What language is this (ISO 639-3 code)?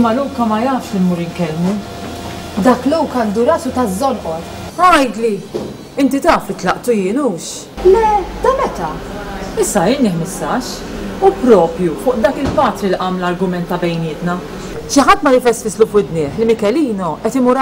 mlt